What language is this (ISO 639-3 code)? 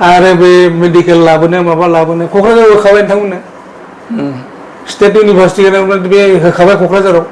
brx